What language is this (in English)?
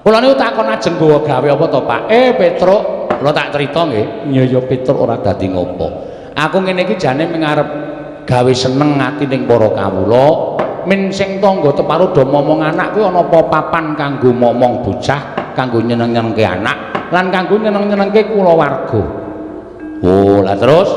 Javanese